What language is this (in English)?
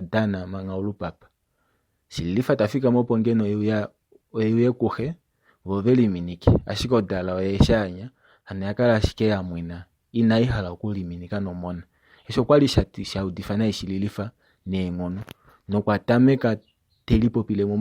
Kuanyama